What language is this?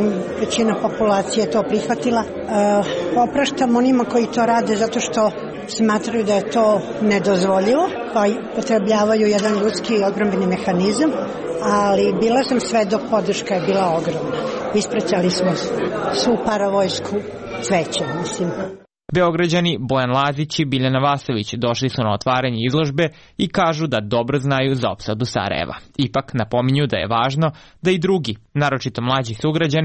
Serbian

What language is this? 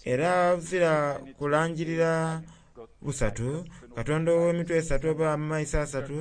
Soga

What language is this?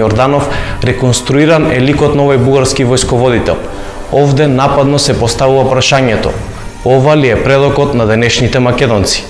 Macedonian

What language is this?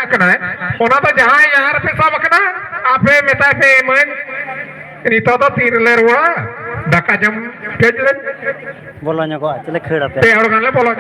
Santali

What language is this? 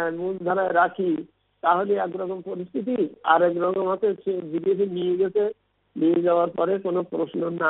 Bangla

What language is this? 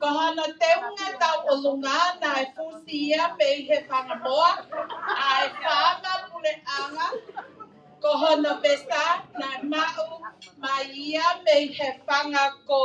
Tongan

